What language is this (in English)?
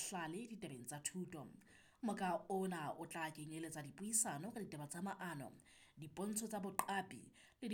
Southern Sotho